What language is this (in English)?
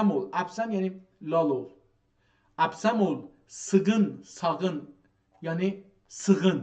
South Azerbaijani